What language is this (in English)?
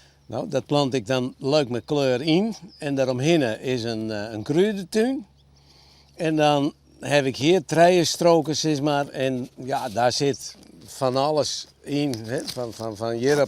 Western Frisian